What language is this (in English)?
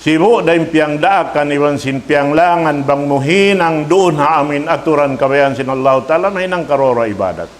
Tausug